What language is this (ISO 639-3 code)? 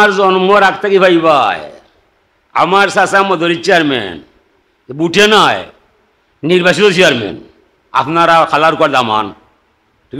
syl